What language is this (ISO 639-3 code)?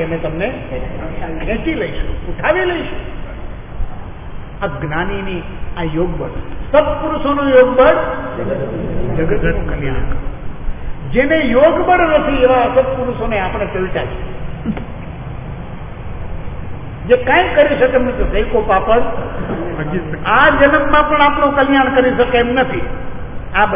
guj